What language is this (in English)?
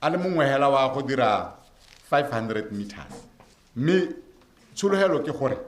Tswana